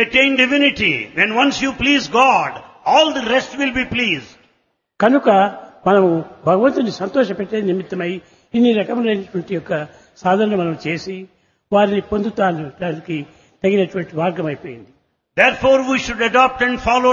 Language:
Telugu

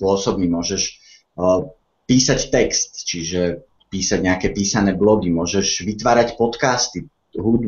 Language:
Slovak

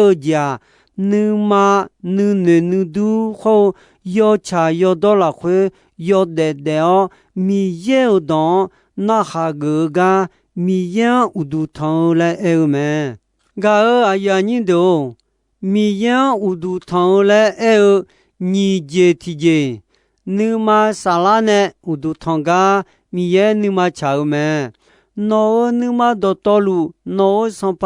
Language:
Akha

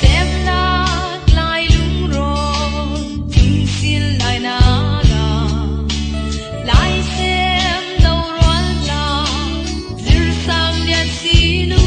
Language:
Falam Chin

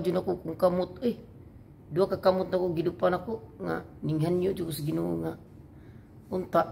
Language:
Cebuano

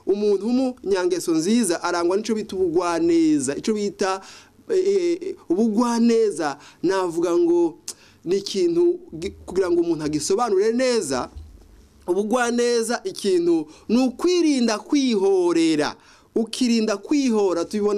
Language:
Rundi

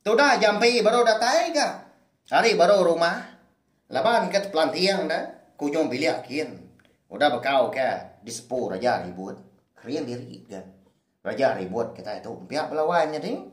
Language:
Iban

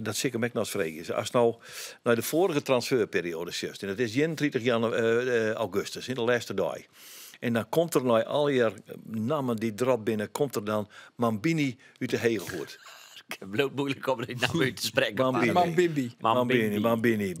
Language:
Western Frisian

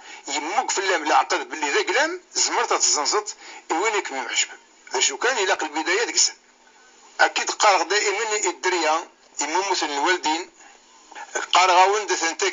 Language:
Kabyle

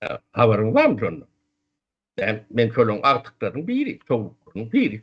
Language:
Turkmen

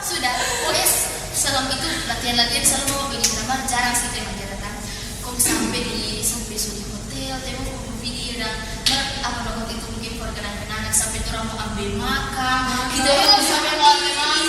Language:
Manado Malay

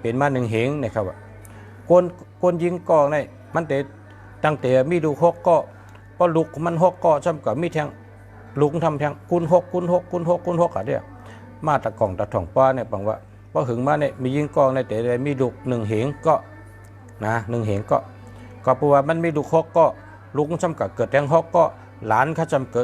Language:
Shan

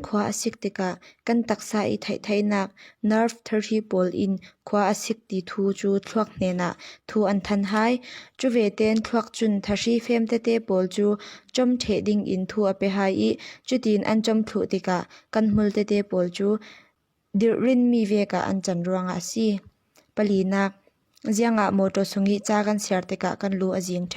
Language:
Falam Chin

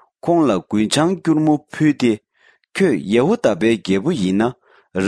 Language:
Tibetan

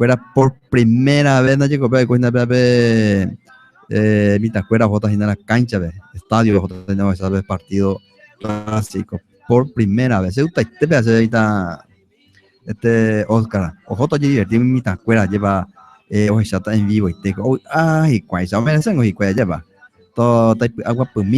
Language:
Guarani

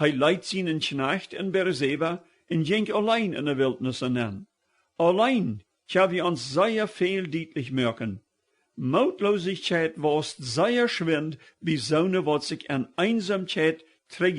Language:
Plautdietsch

